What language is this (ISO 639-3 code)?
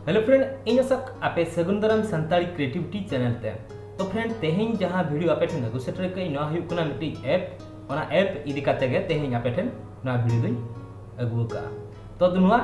sat